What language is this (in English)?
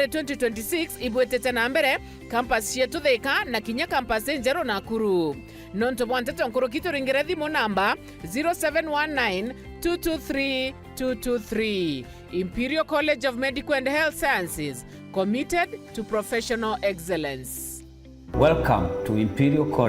Meru